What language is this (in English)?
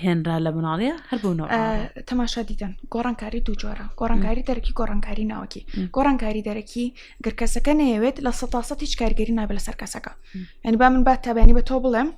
Central Kurdish